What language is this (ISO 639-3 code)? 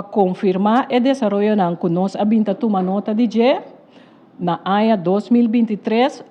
pap